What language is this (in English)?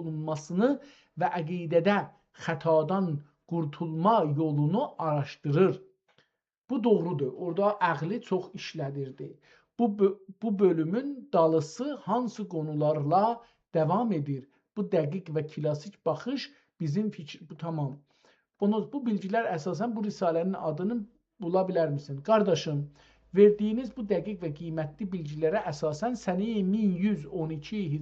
South Azerbaijani